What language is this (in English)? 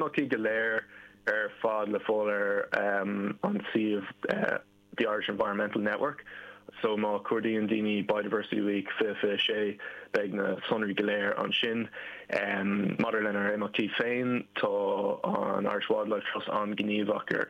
Irish